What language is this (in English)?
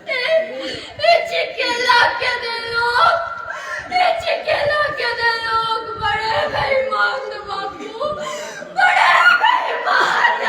Dogri